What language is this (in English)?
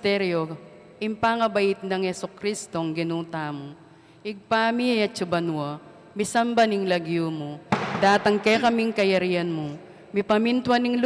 Pampanga